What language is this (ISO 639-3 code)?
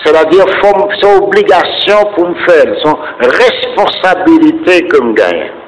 hat